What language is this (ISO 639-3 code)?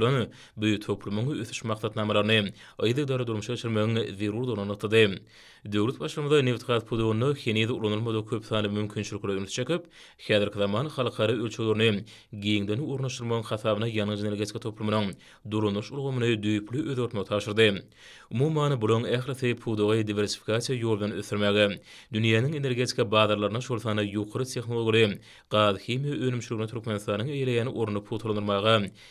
tuk